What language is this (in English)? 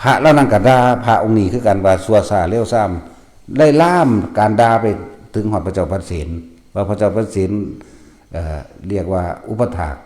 Northeastern Thai